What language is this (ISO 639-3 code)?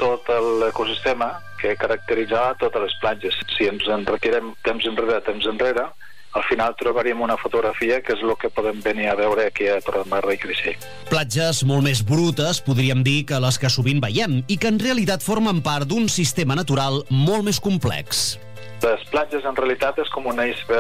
cat